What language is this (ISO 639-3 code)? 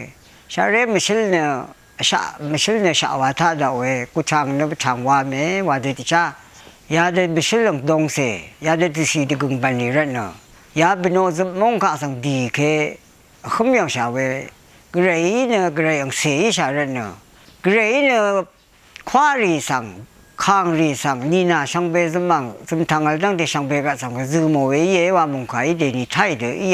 raw